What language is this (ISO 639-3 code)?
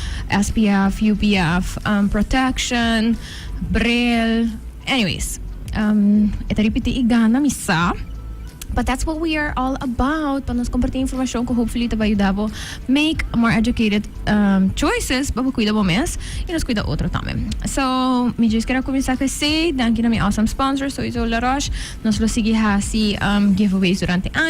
pap